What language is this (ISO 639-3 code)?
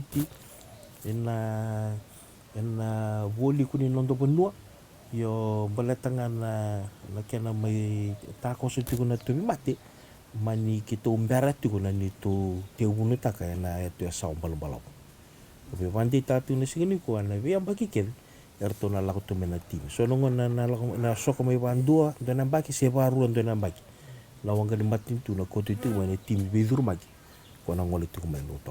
fij